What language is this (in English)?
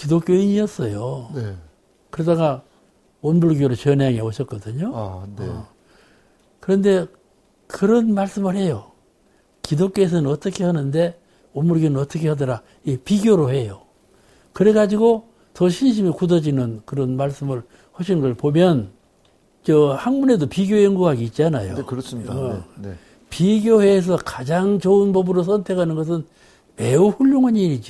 Korean